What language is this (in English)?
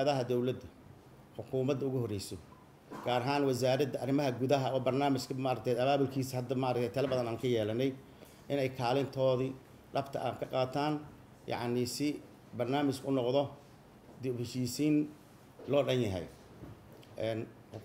Somali